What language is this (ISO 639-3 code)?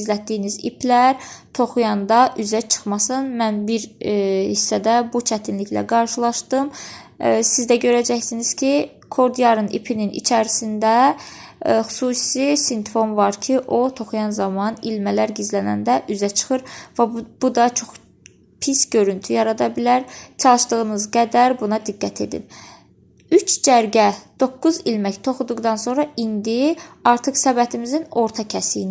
aze